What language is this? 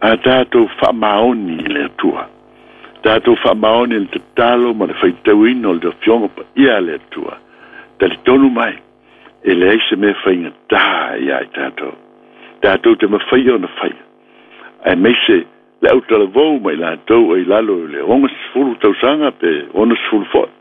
Samoan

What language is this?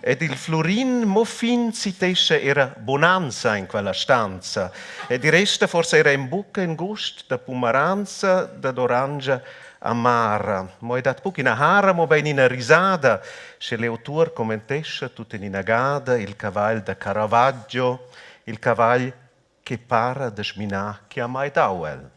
Romansh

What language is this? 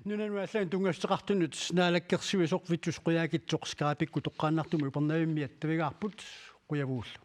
Kalaallisut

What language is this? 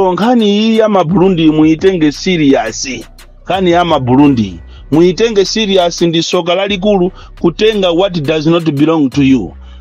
Nyanja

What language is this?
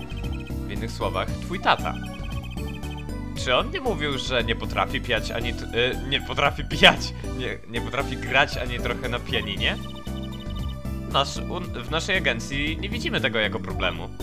Polish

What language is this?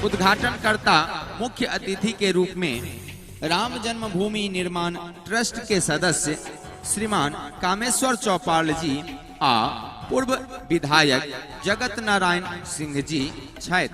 Maithili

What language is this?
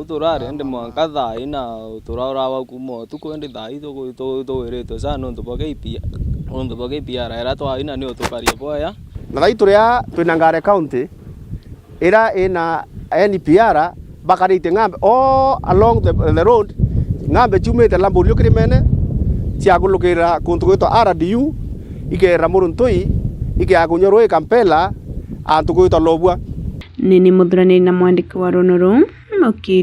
Meru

